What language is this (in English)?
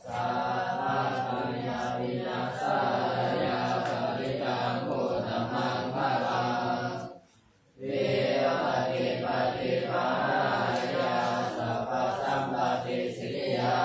Pali